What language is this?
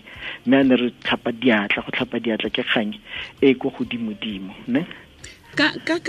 Tswana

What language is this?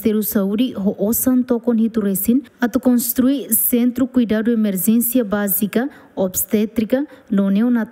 Tetum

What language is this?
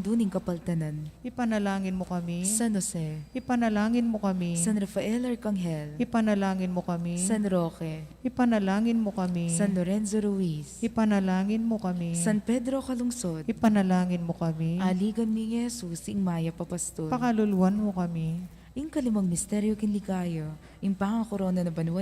Pampanga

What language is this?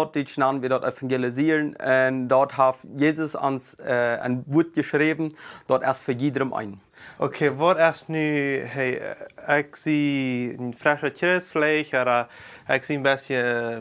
Plautdietsch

